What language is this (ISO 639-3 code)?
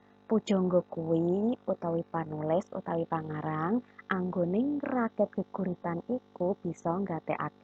jav